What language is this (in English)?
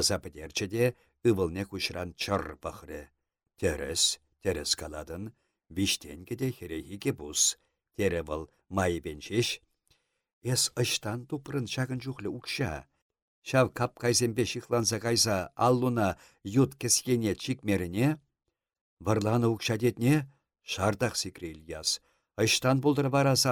Chuvash